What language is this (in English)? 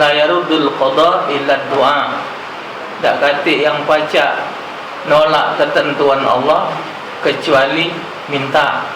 Musi